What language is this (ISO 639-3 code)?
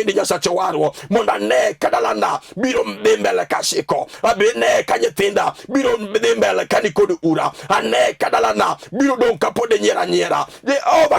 luo